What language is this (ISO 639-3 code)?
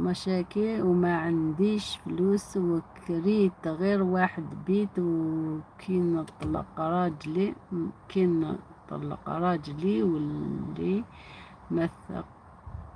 arq